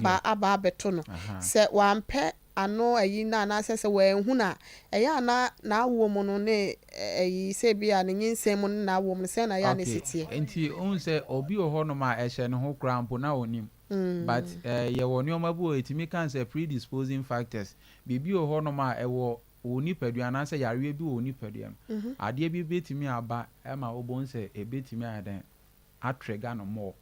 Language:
Akan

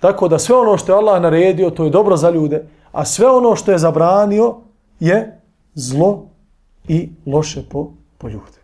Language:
Bosnian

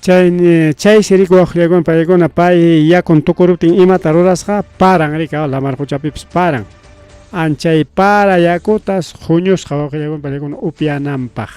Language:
Ayacucho Quechua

